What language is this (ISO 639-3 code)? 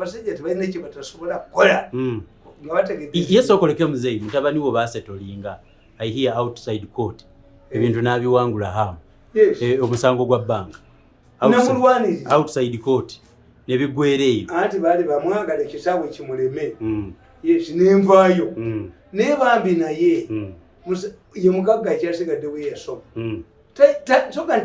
lug